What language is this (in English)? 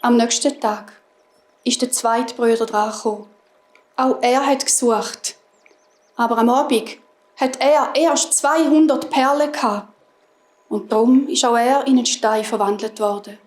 Swiss German